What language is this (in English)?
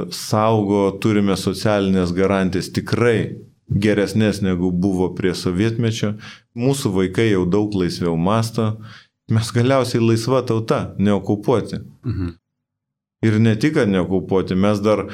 Lithuanian